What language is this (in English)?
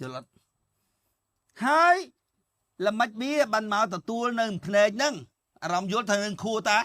Khmer